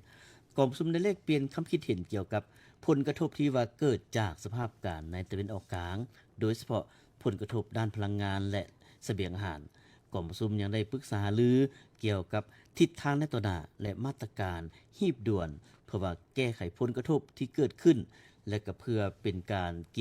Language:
Lao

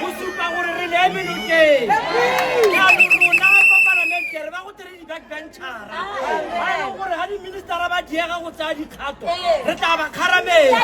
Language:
Tswana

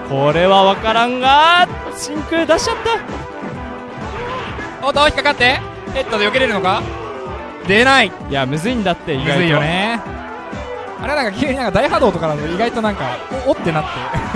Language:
Japanese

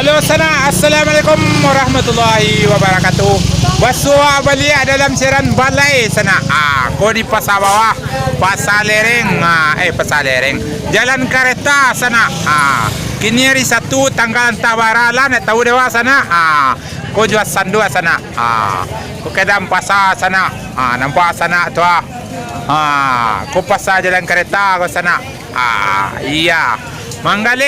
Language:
Minangkabau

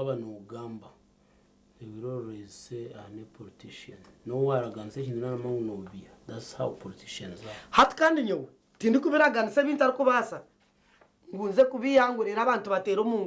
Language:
Nyankole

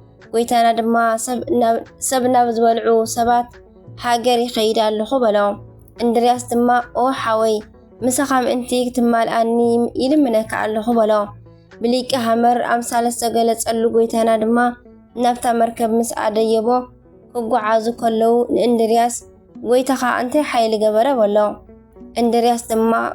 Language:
Tigrinya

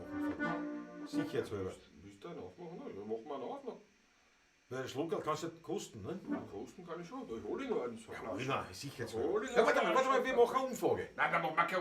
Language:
Bavarian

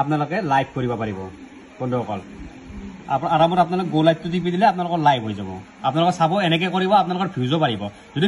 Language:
Assamese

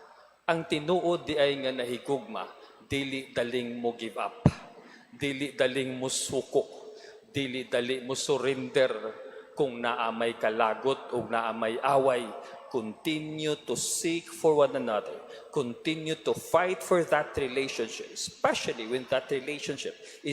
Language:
Cebuano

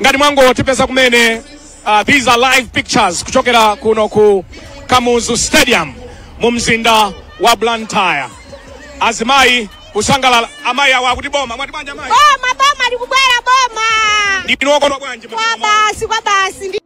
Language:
Nyanja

